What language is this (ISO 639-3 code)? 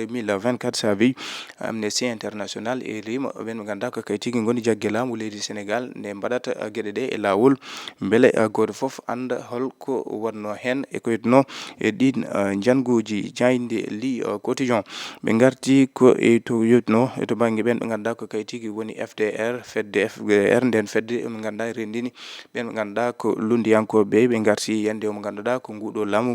ful